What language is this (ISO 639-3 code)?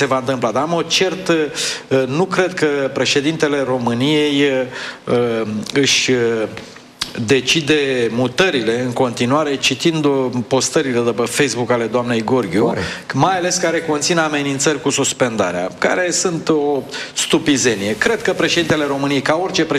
ron